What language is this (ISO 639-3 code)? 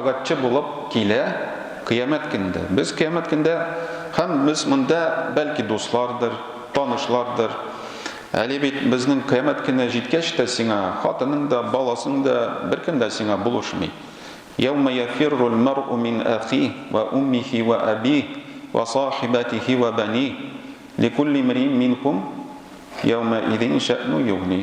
tat